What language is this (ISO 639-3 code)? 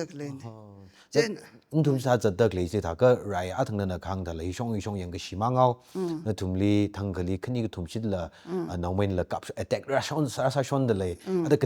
nmf